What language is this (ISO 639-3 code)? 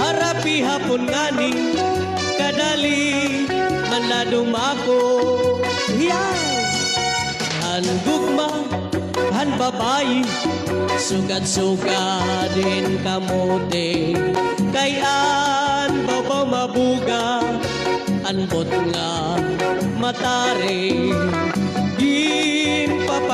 war